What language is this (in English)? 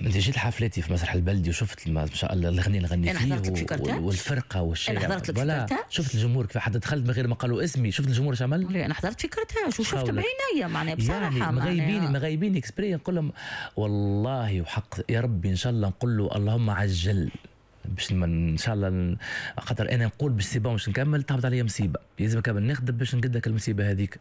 Tunisian Arabic